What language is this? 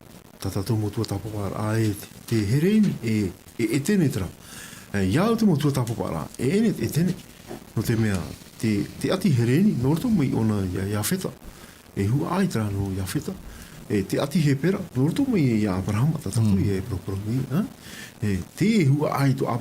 Tahitian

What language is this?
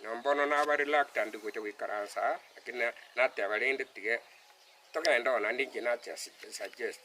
Gusii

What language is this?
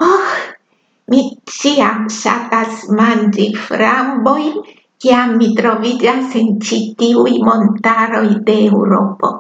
Esperanto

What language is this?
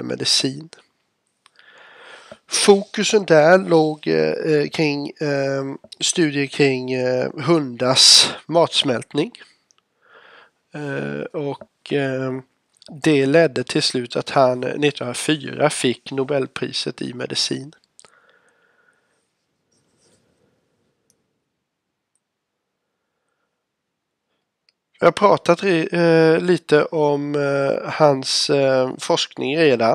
Swedish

